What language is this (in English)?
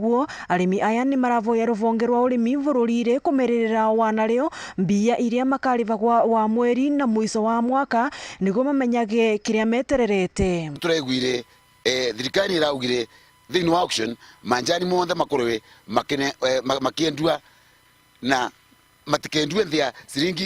Meru